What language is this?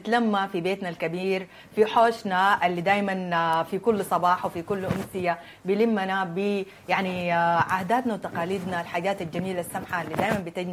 Sudanese Arabic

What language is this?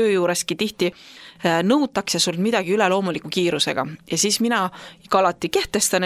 Estonian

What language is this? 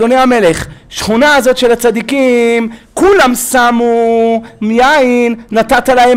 Hebrew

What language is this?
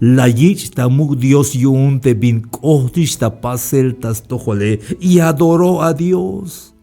Tzeltal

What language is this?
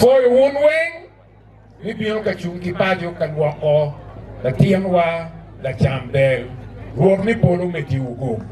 Acoli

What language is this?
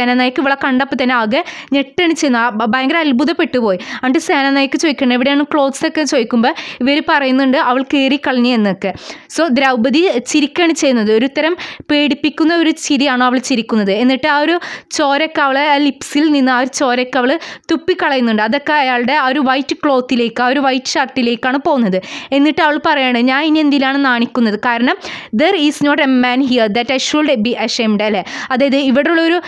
Malayalam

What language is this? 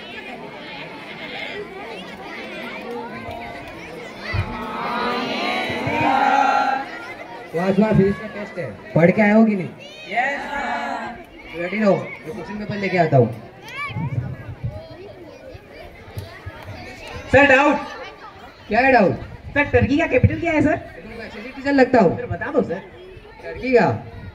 Hindi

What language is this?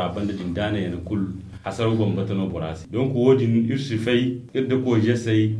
Zarma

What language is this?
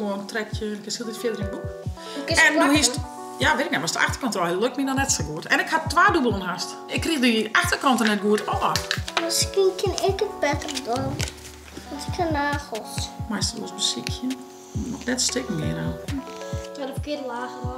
Western Frisian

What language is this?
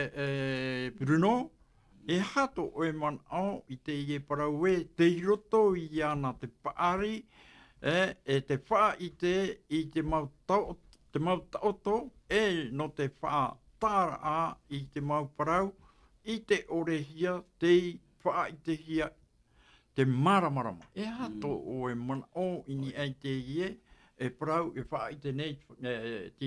Tahitian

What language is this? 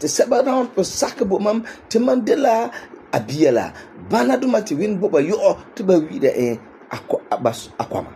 Frafra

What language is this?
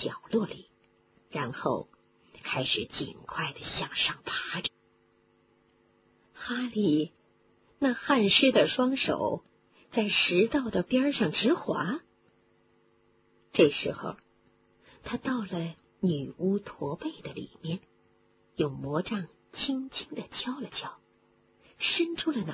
Chinese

